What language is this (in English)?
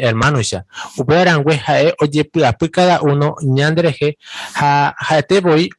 Guarani